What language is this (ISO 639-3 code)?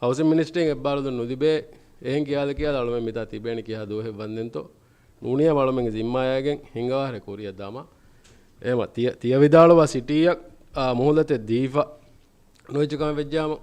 div